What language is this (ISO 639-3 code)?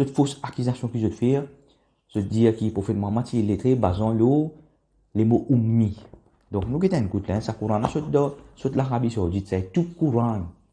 mfe